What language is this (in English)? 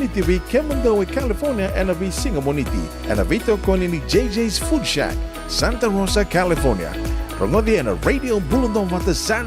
Fijian